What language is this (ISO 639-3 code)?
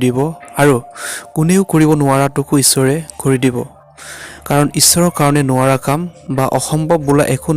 asm